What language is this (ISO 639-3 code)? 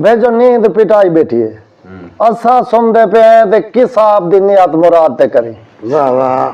skr